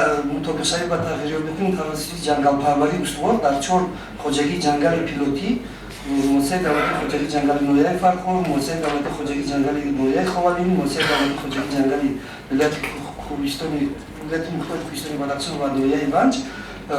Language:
Tajik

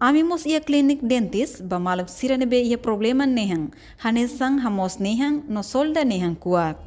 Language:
Tetum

